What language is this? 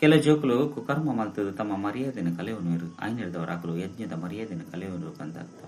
Tulu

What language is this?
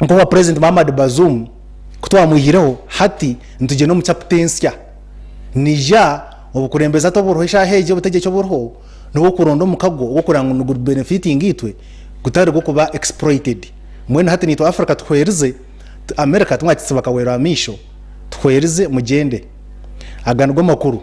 Nyankole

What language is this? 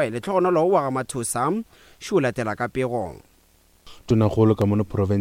Northern Sotho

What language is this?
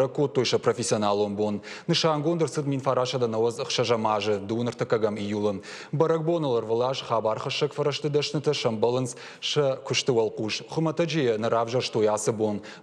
Ossetic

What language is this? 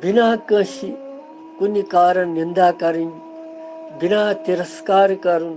Kashmiri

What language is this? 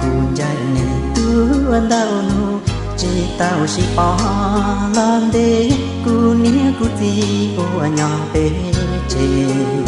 Hmong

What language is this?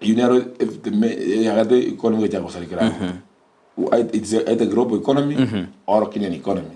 Gusii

